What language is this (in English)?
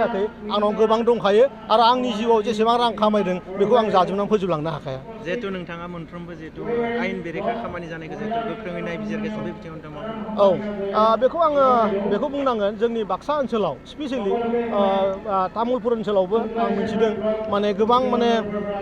Bodo